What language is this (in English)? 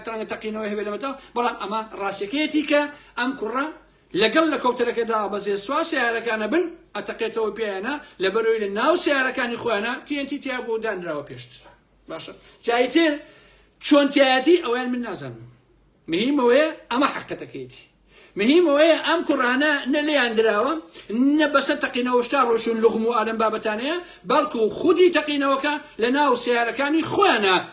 Central Kurdish